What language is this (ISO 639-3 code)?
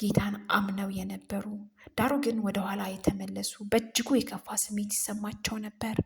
amh